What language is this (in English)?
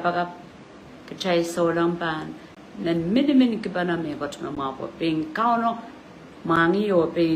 Pohnpeian